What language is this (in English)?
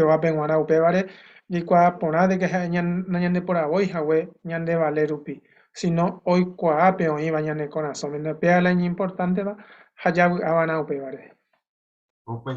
Guarani